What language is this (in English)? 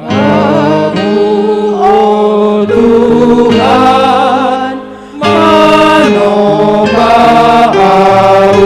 Batak Simalungun